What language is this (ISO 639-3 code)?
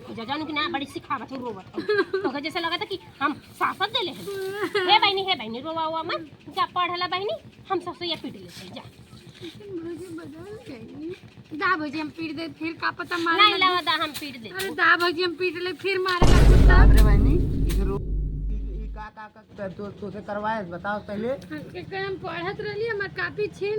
awa